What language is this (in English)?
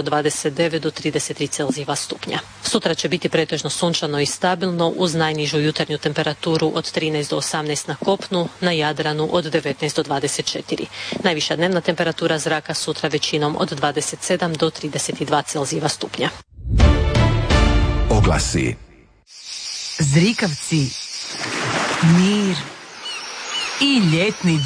Croatian